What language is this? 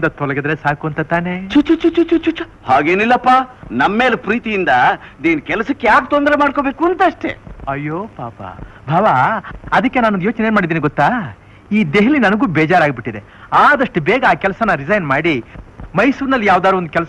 Kannada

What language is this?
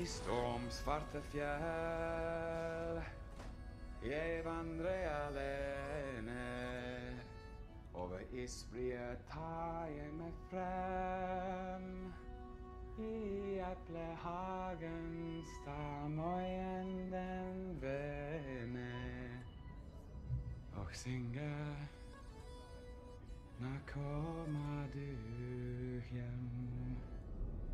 Norwegian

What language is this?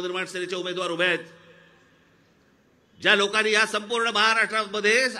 Marathi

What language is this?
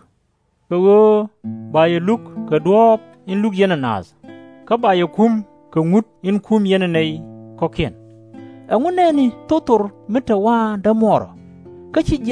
Nuer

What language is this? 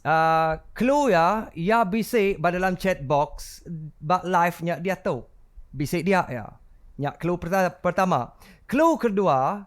Iban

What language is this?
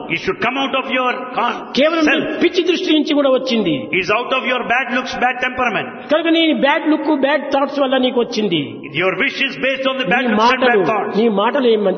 Telugu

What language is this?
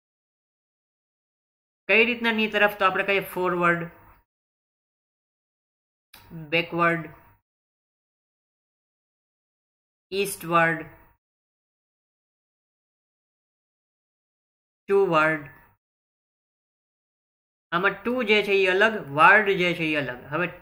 Gujarati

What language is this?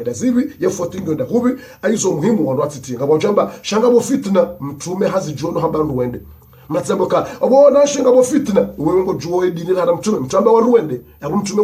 Ngazidja Comorian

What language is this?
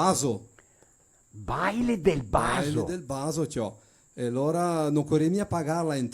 Venetian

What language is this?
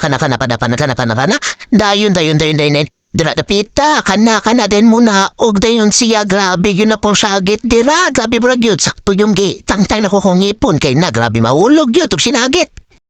Cebuano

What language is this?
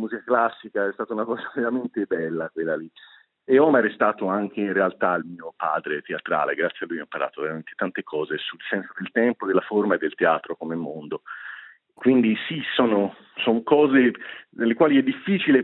Italian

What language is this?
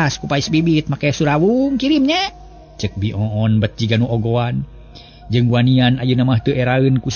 Sundanese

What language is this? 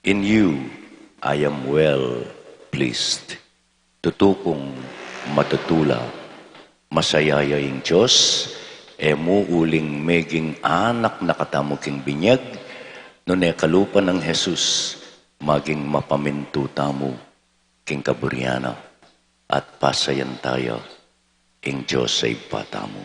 Pampanga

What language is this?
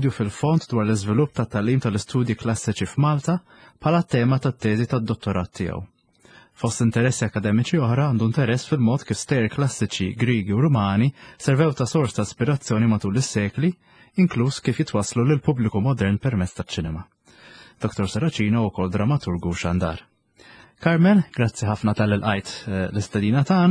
Maltese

